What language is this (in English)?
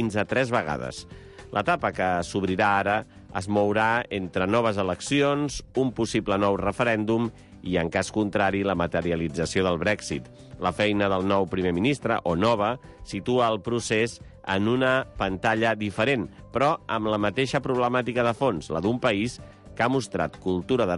Catalan